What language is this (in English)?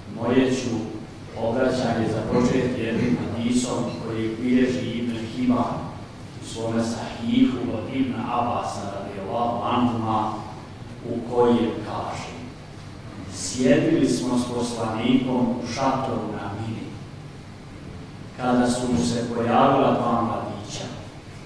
Bosnian